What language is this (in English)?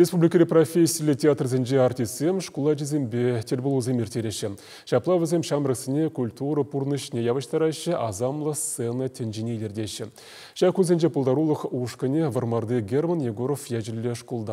Chuvash